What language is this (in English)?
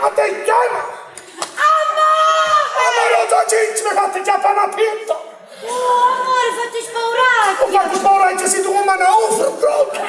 Neapolitan